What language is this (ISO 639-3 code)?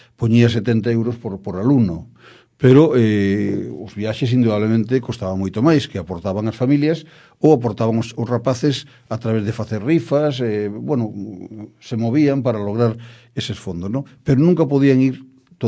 glg